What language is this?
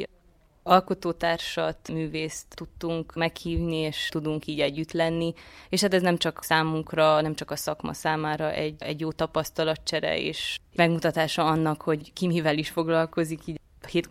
Hungarian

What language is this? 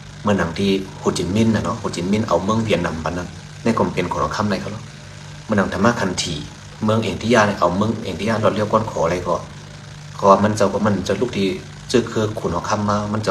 Shan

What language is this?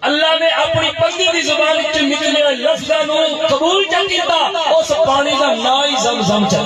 Saraiki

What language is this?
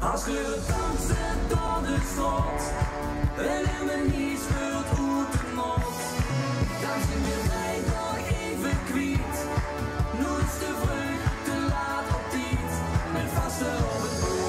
Limburgish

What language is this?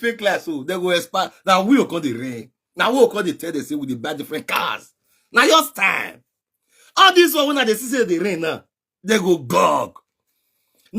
Nigerian Pidgin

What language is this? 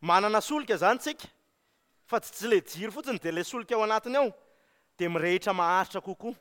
Malagasy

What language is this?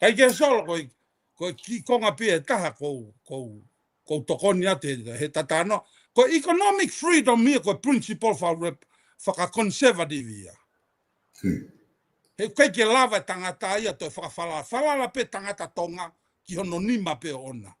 Tongan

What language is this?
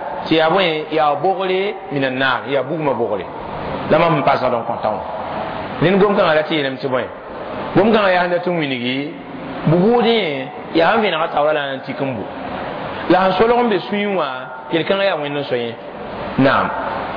Mossi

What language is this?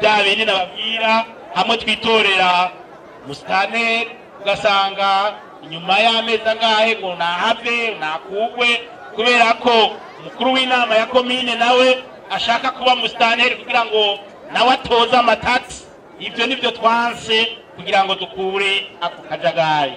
Rundi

